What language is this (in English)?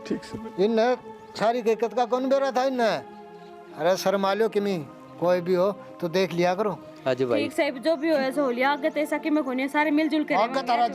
Haryanvi